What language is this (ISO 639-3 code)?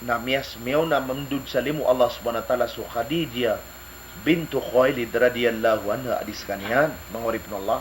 mrw